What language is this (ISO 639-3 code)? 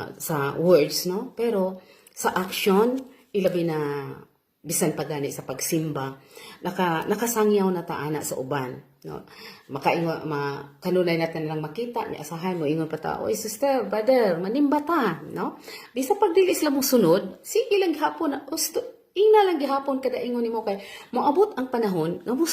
ceb